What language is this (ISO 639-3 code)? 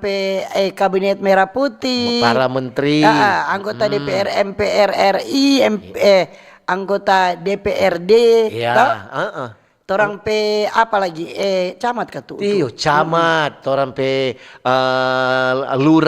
xmm